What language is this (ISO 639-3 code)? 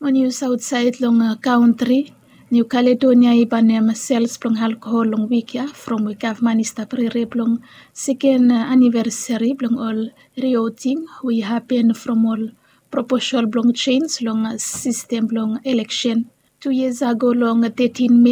bis